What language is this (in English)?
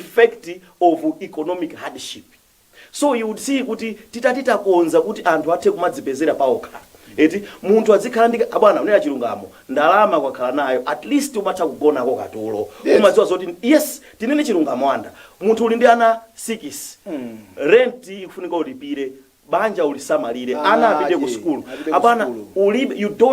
Nyanja